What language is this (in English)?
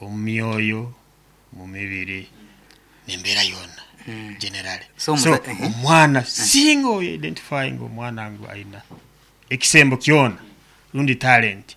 Nyoro